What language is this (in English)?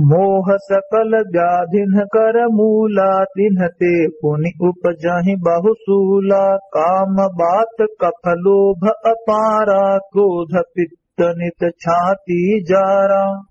Awadhi